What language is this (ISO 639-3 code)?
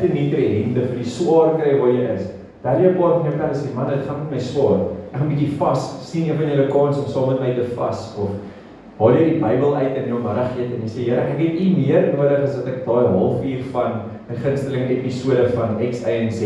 afr